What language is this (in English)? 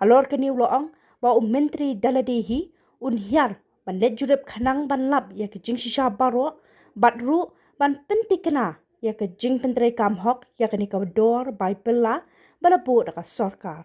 Khasi